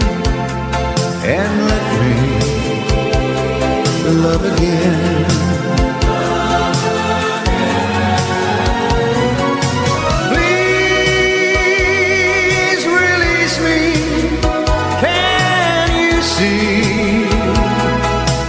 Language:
English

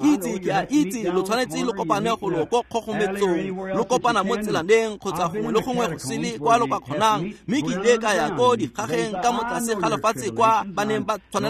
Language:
Tswana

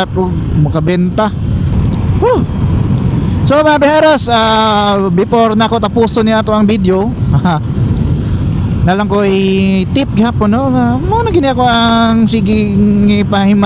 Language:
Cebuano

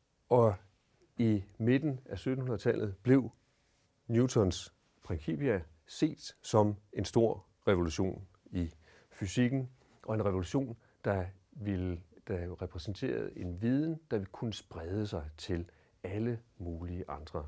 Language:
Danish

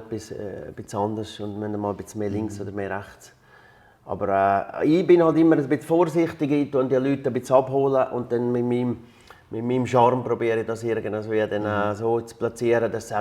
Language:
Swiss German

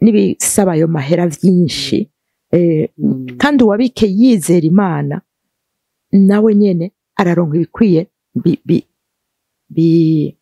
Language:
Rundi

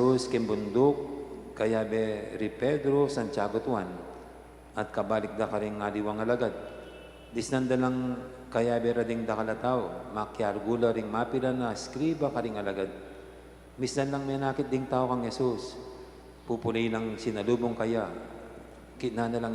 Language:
Pampanga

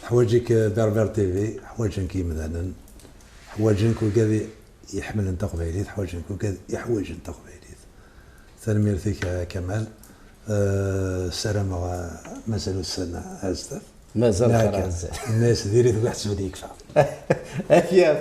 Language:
Kabyle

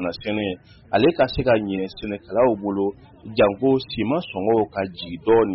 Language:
Bambara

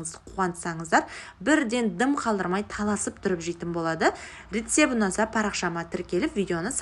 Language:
Kazakh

